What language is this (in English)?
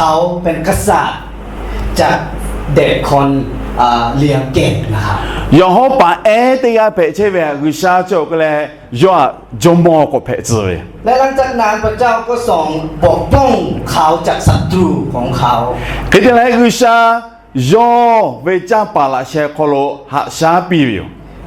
Lahu